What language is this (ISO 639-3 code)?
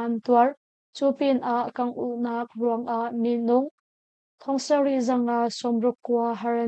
cnh